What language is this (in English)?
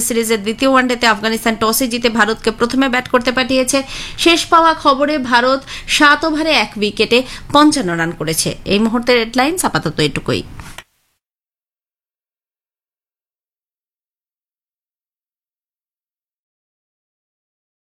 Bangla